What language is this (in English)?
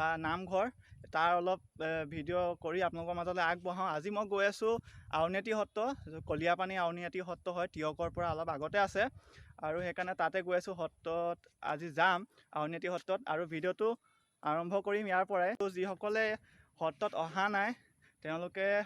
Assamese